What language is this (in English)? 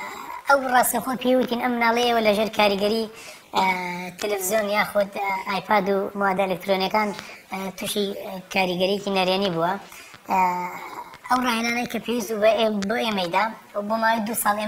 Central Kurdish